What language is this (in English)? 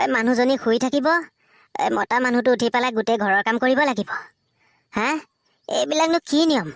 Assamese